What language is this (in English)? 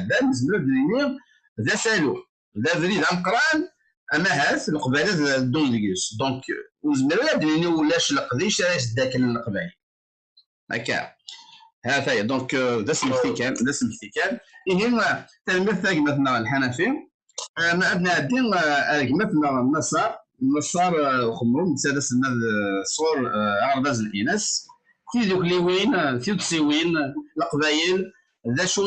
Kabyle